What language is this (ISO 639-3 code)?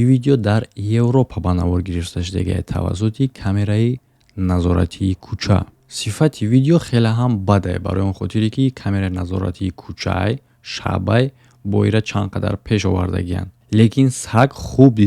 tgk